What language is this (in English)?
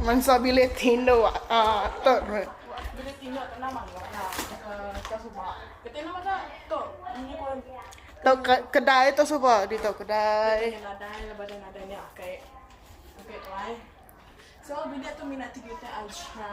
Iban